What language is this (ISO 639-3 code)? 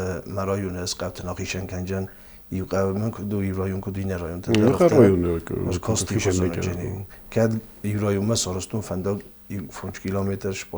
oss